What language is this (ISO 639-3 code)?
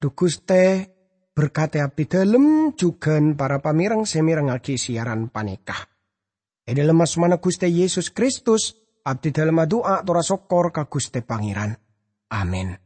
mad